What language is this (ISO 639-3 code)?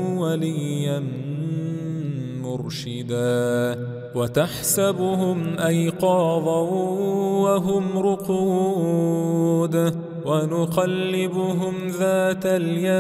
ara